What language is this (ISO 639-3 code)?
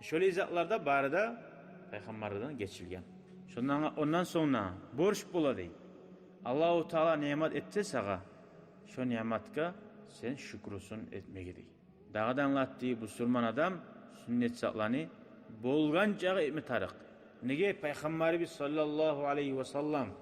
kum